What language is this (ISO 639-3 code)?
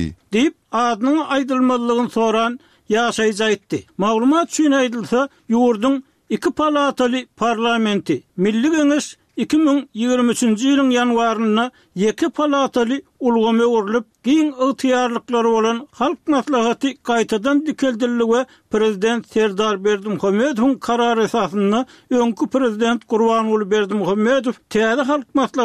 tuk